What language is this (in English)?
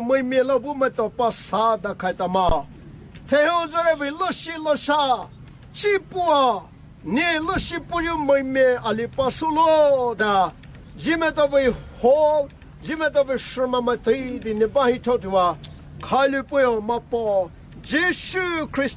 Poumei Naga